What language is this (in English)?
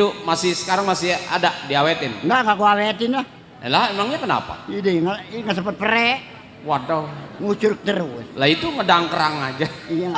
Betawi